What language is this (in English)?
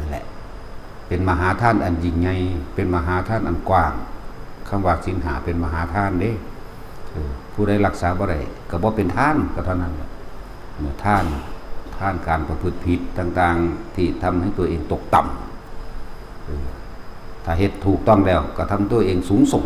Northeastern Thai